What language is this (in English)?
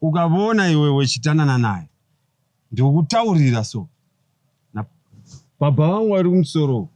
Shona